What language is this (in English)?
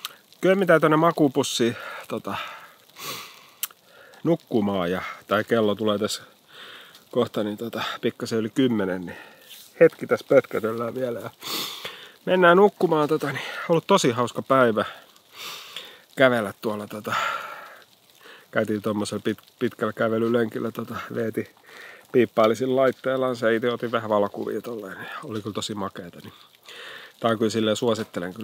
Finnish